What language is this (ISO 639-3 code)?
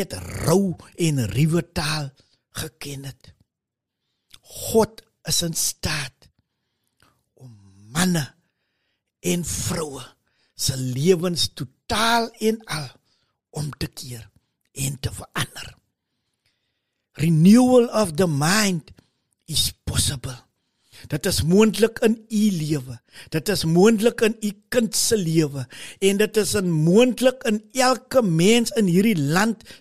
afr